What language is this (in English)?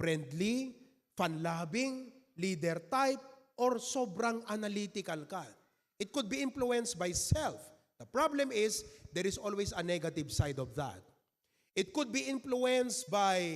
Iloko